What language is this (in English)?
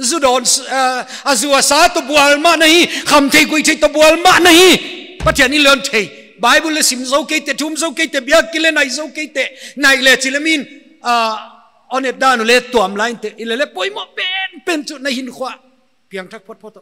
Paite Chin